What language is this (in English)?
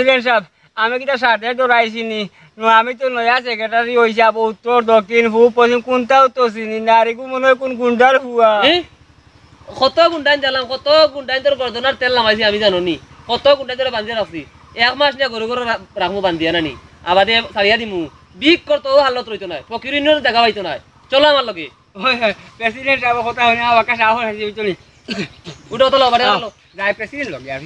Sylheti